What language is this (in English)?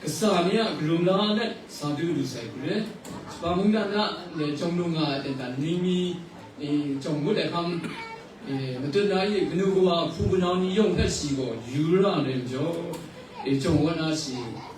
Kachin